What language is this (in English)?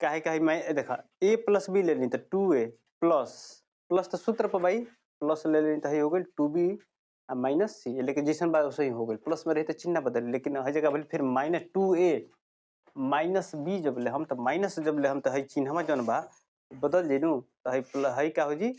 Bhojpuri